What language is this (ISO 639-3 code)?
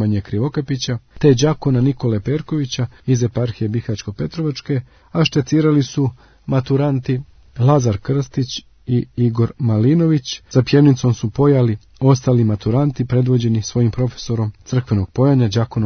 srp